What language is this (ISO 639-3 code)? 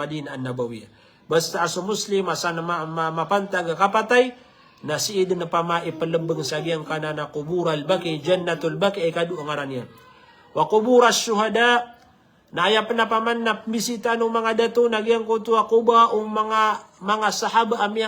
mrw